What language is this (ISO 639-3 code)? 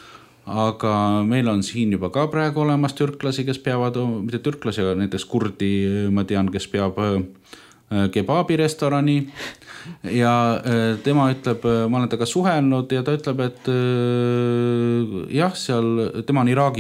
est